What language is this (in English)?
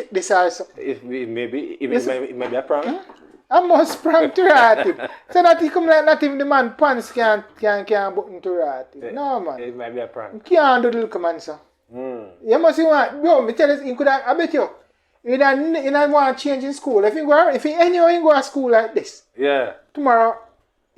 Jamaican Creole English